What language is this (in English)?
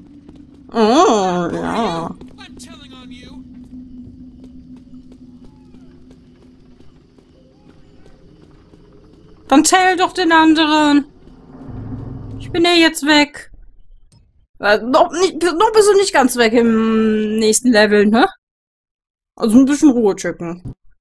German